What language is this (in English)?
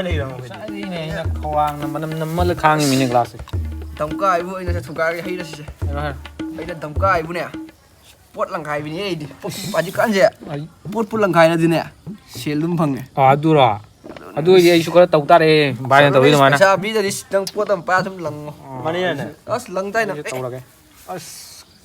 Manipuri